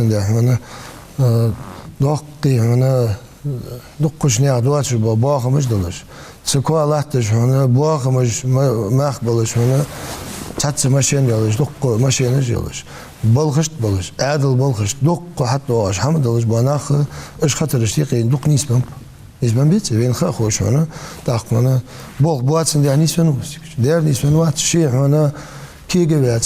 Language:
Ingush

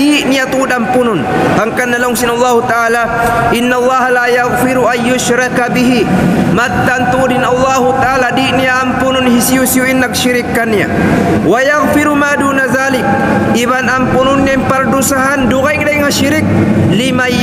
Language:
Tausug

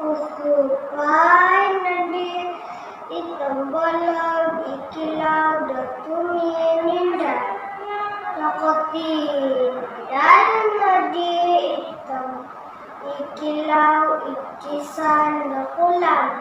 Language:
Central Dusun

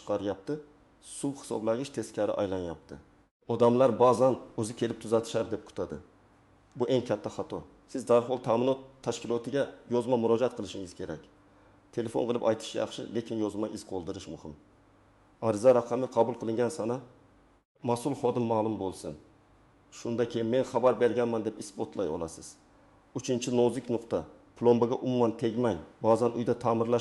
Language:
Uzbek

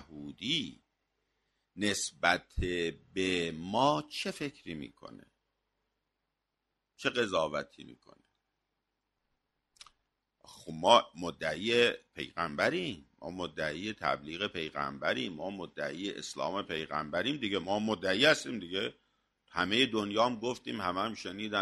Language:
Persian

